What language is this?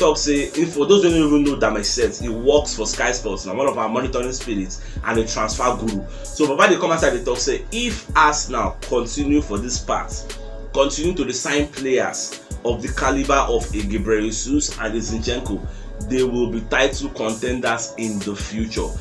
Nigerian Pidgin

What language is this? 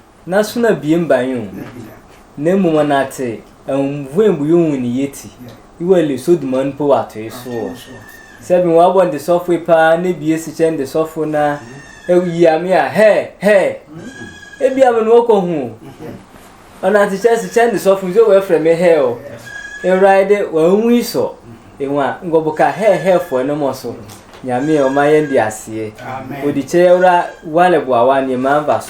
Sehwi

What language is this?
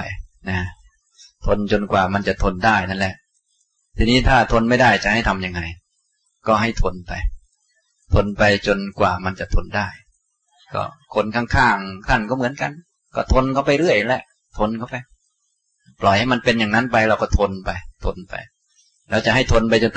Thai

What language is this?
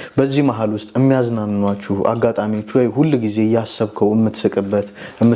Amharic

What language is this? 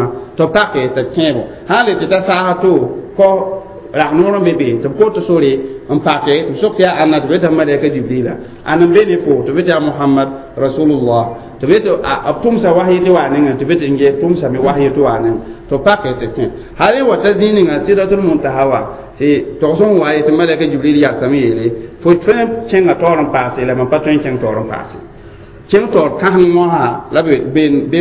Mossi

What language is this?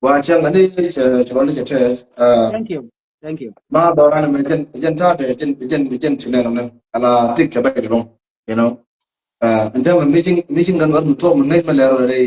Nuer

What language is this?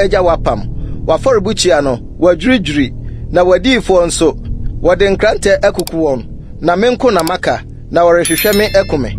Akan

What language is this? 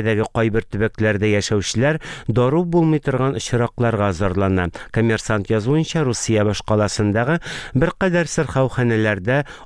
Tatar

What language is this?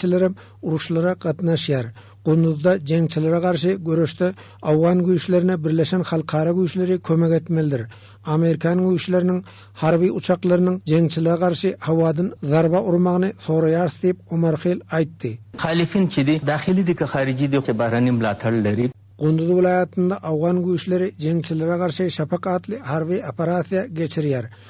Turkmen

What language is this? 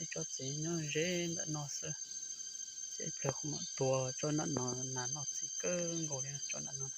Hmong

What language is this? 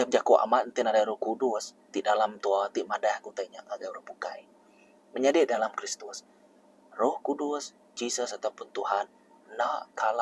Iban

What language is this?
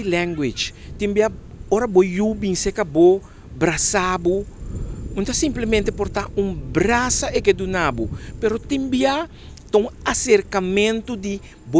Papiamento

